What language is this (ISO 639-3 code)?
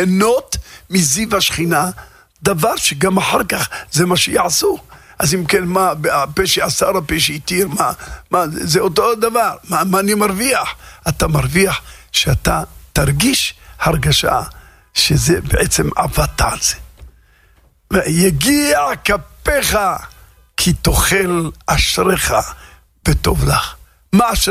heb